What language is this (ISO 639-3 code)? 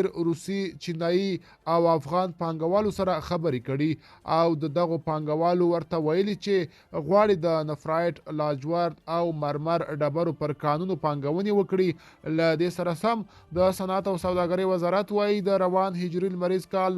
pus